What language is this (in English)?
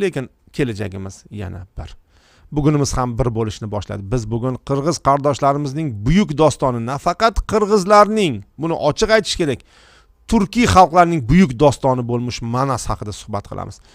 Uzbek